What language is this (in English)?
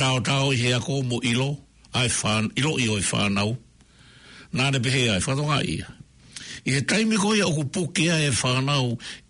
Tongan